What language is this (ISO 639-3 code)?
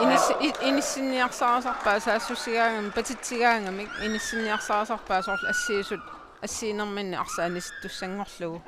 kal